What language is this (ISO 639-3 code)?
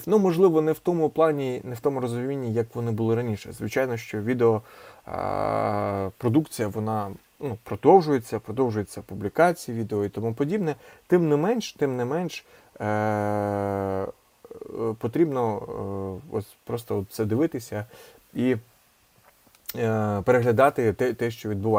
ukr